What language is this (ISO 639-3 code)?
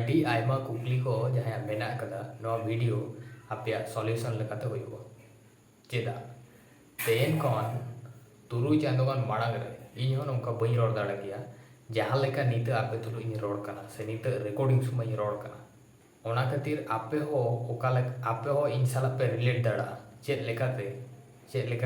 sat